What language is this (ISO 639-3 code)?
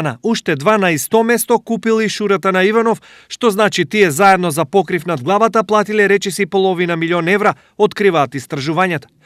mkd